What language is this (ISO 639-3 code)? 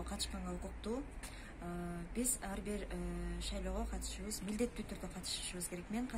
kir